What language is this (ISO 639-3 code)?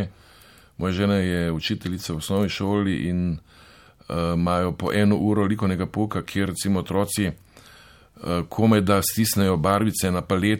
slv